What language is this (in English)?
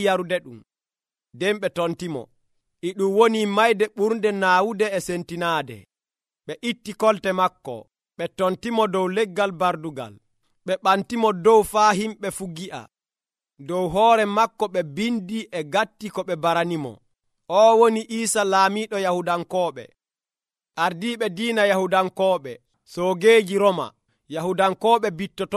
Nigerian Fulfulde